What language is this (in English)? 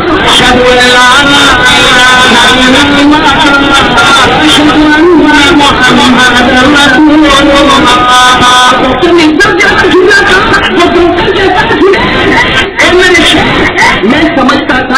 Urdu